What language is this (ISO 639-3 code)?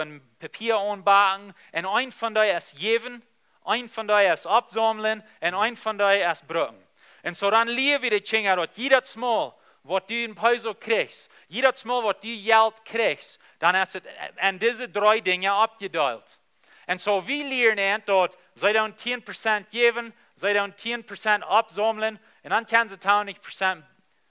pdt